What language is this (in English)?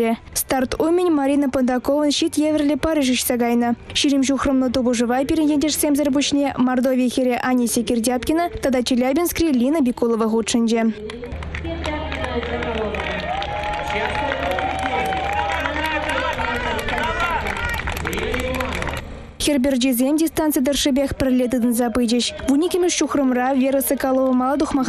Chuvash